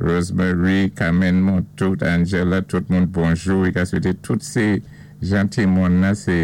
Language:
Saint Lucian Creole French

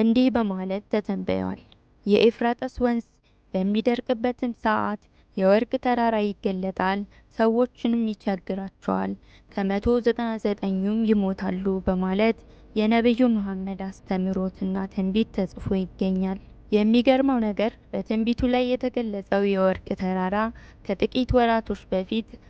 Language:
Amharic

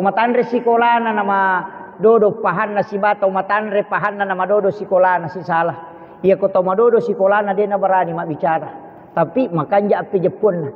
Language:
Buginese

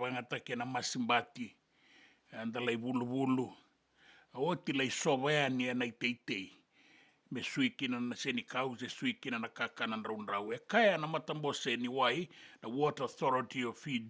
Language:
Fijian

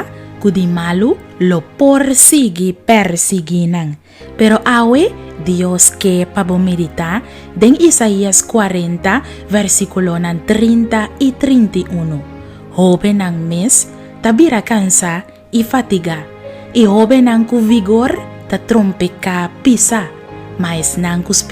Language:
Papiamento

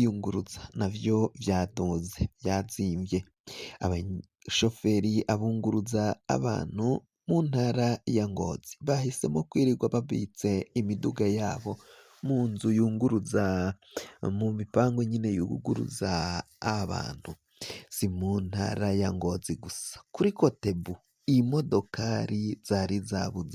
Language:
Rundi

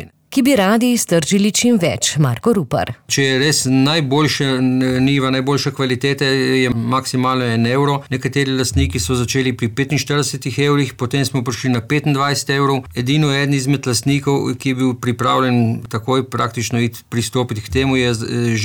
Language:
Slovenian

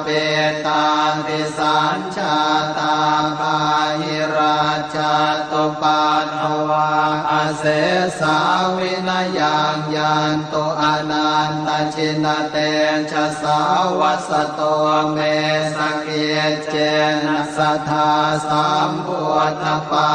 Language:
Pali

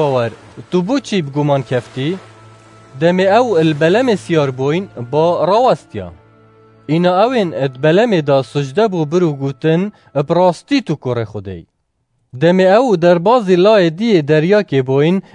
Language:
Kurdish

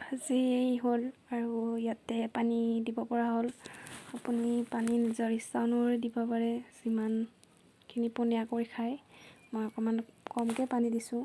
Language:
Assamese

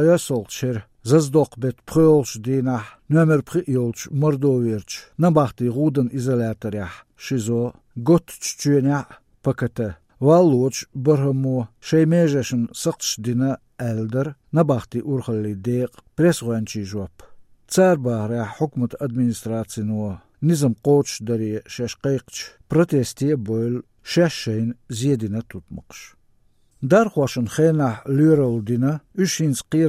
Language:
Chechen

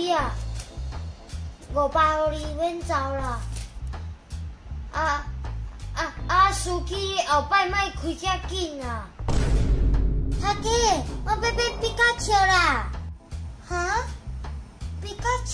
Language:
Min Nan Chinese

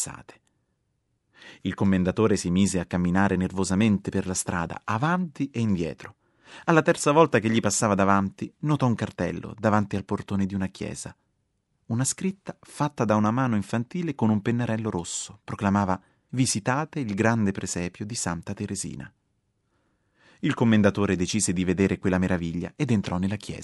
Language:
Italian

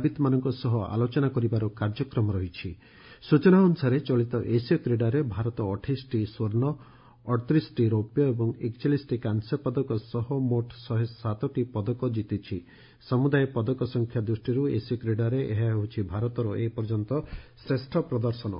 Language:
Odia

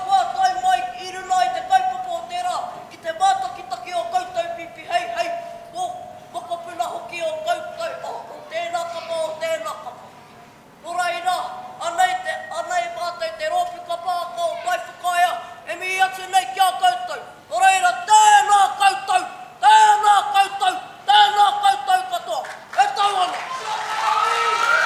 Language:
Māori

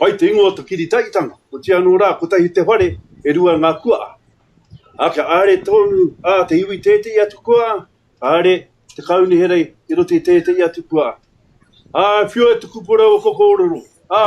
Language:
Māori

